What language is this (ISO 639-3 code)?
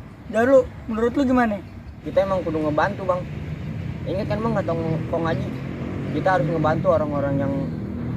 bew